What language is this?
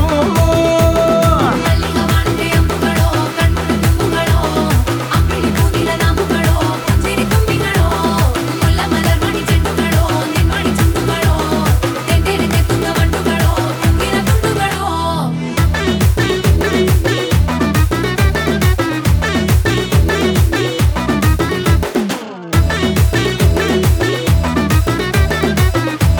Telugu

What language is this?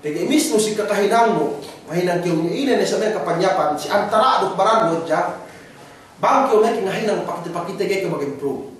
Yakan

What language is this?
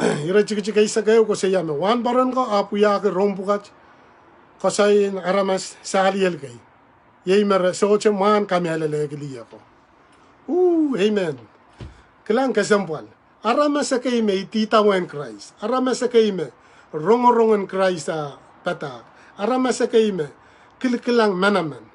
Pohnpeian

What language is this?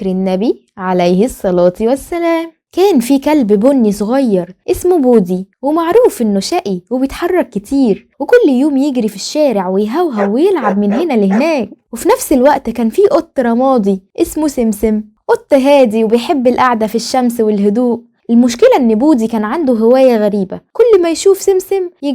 Egyptian Arabic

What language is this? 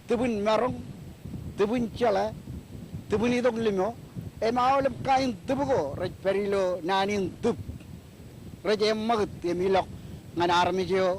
Marshallese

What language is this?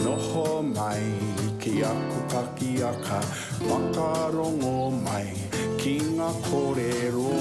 Māori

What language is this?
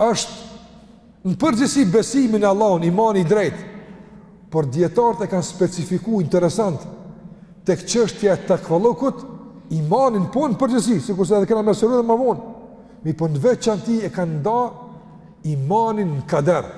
Albanian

